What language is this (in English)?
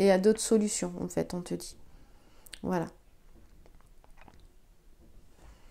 French